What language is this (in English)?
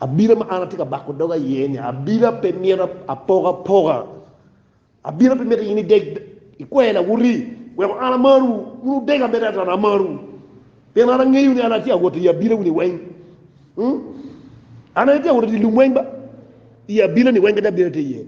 Acoli